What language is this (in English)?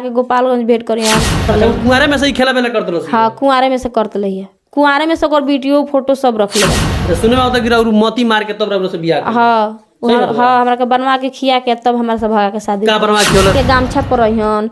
Bhojpuri